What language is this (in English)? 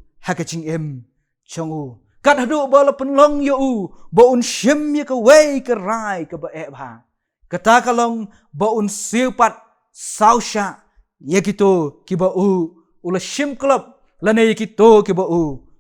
Khasi